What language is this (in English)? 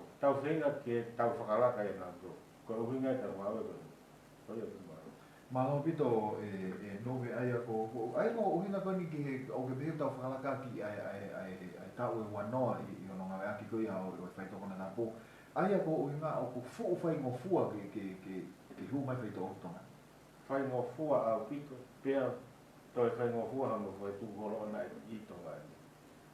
Tongan